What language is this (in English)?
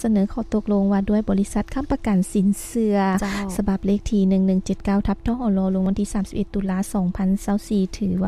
Lao